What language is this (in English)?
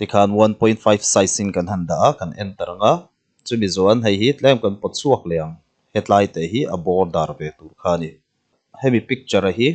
Mizo